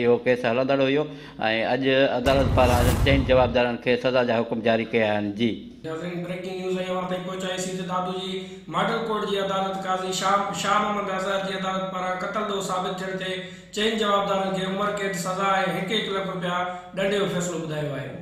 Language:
Sindhi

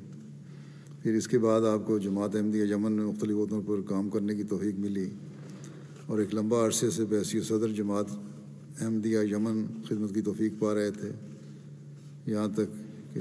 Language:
Urdu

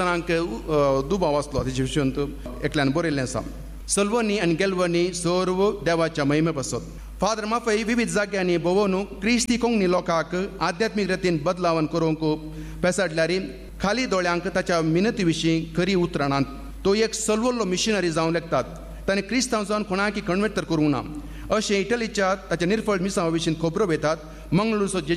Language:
Konkani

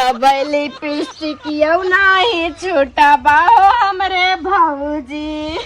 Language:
Awadhi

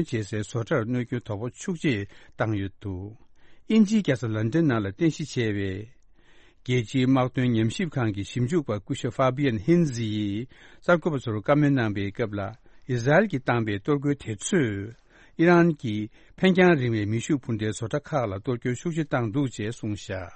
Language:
Tibetan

